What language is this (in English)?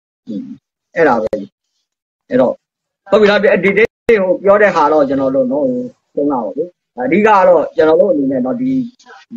Burmese